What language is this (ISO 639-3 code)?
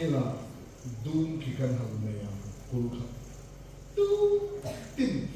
hmr